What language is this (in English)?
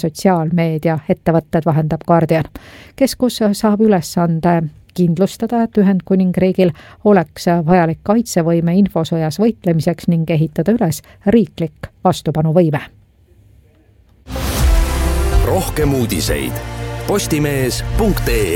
Estonian